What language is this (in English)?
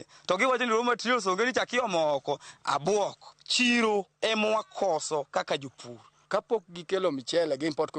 Luo (Kenya and Tanzania)